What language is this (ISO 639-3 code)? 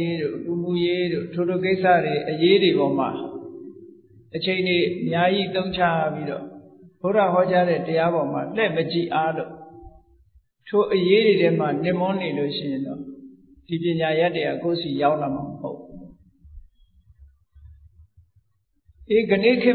mya